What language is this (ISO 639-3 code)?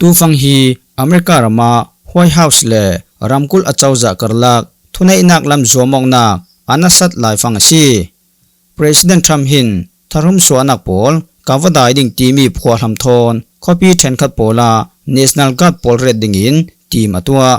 cfm